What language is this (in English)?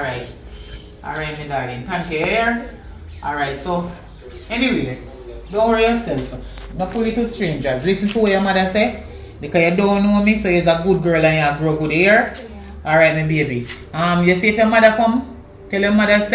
Jamaican Creole English